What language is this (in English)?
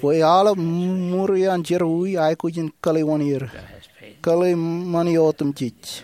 Marshallese